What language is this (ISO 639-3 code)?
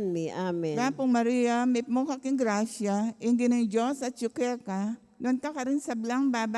pam